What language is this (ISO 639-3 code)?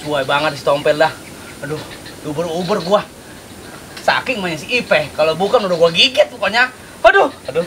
bew